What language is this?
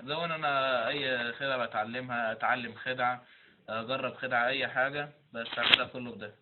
Egyptian Arabic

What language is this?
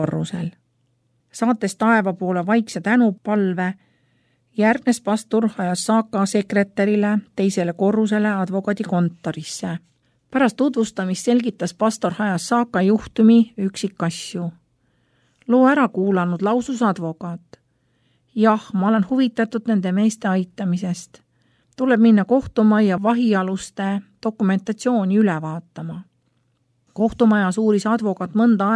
Estonian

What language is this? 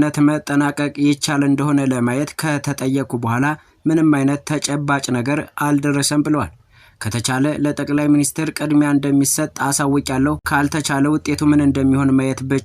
Amharic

